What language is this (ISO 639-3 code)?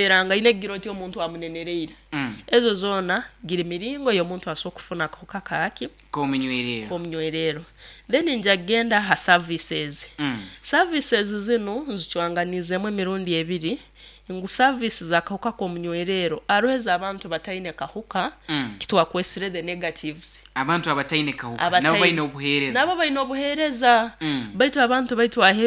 nyo